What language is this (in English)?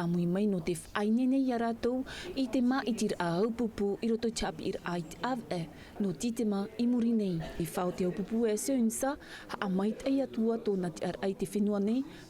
Tahitian